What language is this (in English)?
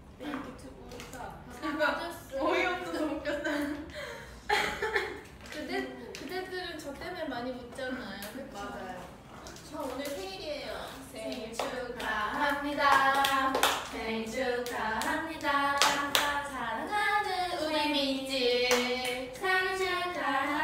Korean